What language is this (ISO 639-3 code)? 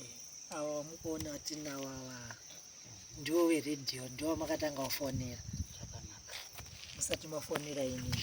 sna